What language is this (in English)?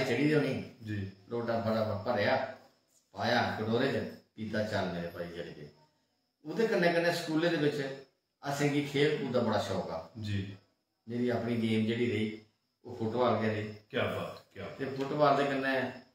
Dogri